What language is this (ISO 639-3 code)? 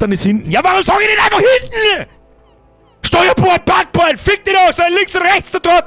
bar